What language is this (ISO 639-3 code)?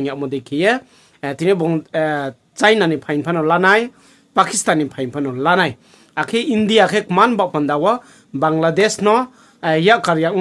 ria